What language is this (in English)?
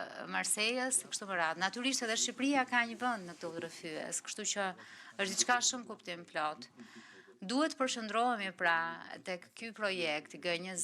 Albanian